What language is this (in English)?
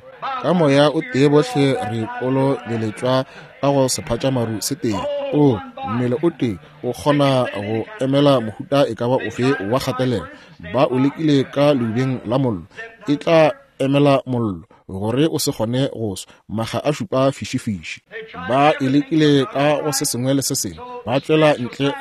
Northern Sotho